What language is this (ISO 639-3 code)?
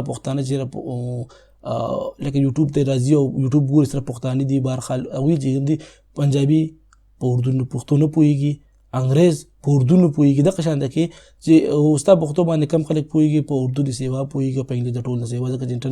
pus